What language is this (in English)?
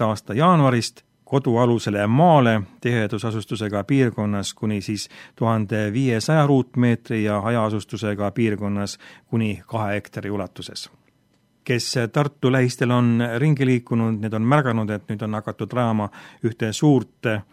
Estonian